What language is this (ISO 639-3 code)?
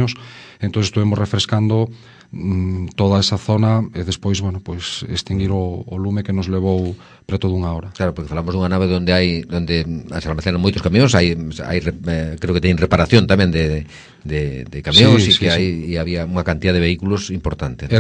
glg